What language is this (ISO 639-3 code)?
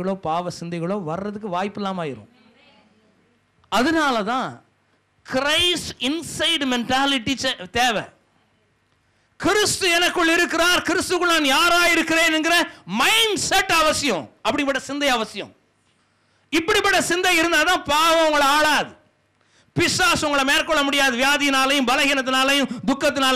tam